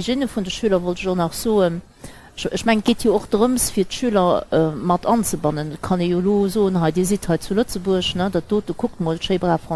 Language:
Luxembourgish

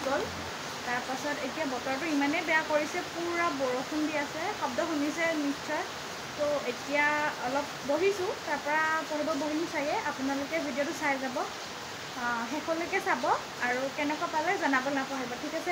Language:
Assamese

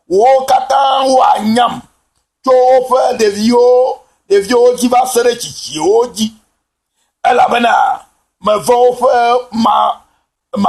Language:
Ewe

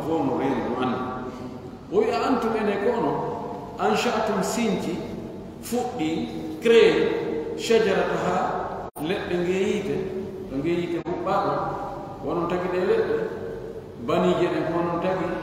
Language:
Fula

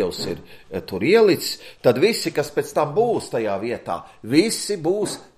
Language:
Latvian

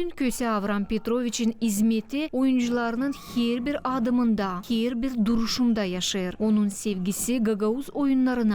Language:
Gagauz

